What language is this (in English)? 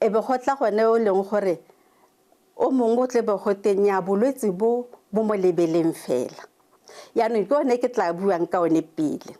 Tswana